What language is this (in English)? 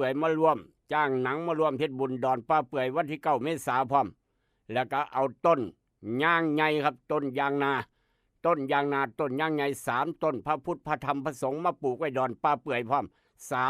Northeastern Thai